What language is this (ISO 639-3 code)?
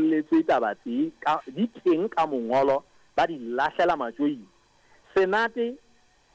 sot